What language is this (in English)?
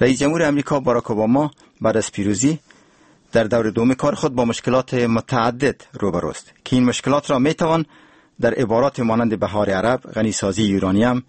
Persian